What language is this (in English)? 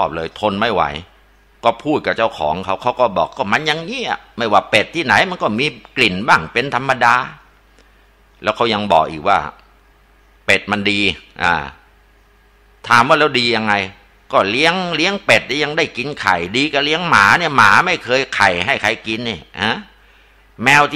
Thai